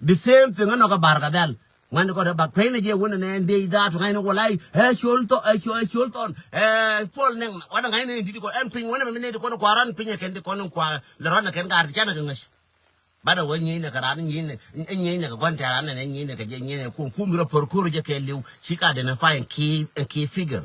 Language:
Nuer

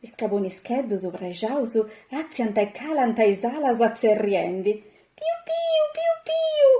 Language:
Sardinian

